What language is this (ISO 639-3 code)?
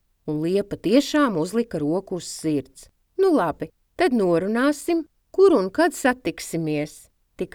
lav